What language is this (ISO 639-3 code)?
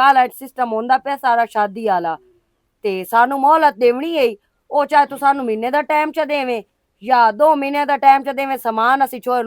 lah